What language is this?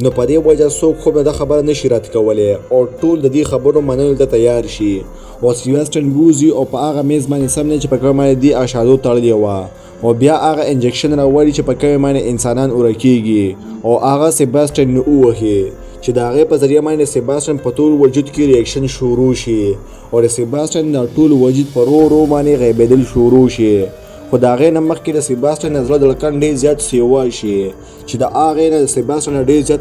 Pashto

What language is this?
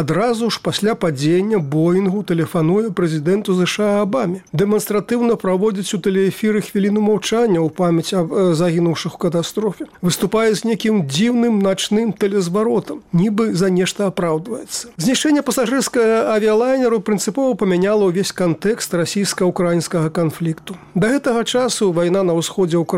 Belarusian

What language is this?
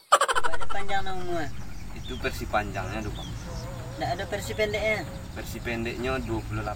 Minangkabau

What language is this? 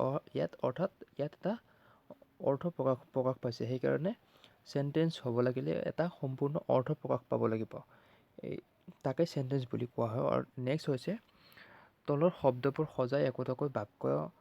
Assamese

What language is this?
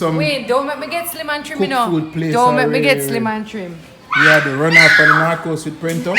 Jamaican Creole English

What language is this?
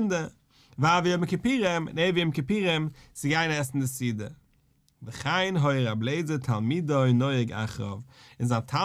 Yiddish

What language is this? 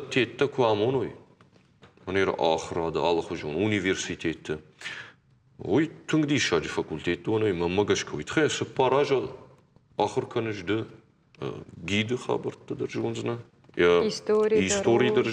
Ossetic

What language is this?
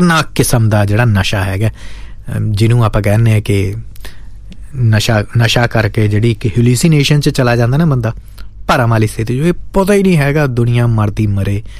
Punjabi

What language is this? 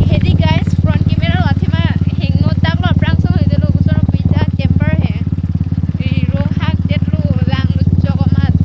Karbi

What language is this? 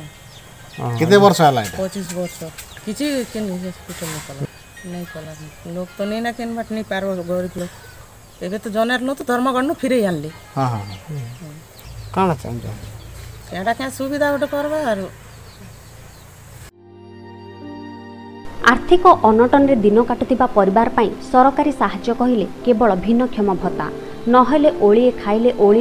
Odia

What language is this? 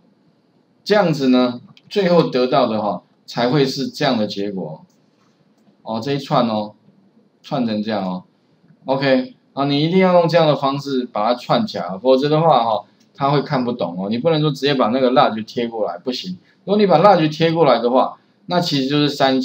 Chinese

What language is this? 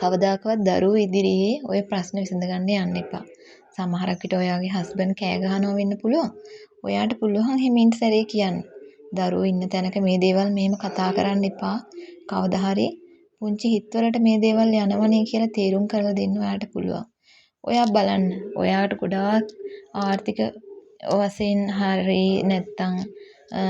Sinhala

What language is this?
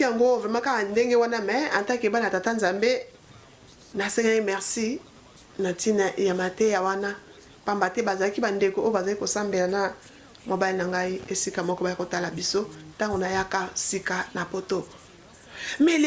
Lingala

